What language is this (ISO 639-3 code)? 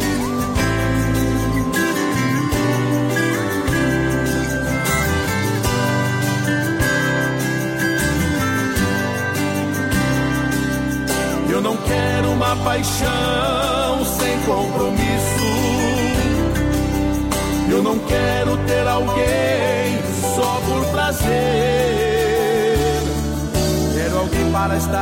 por